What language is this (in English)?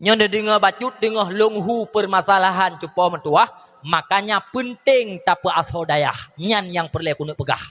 Achinese